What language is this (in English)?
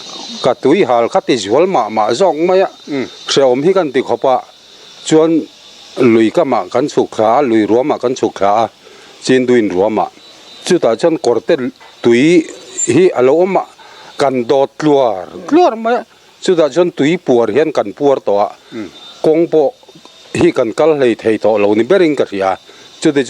Mizo